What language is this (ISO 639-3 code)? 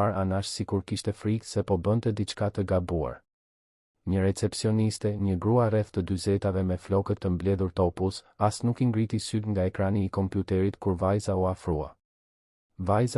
sqi